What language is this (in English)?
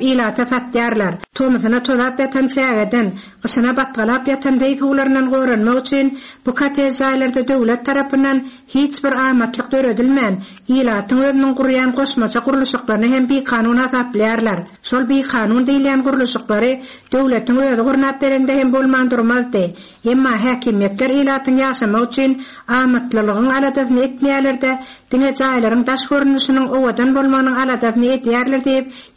Turkmen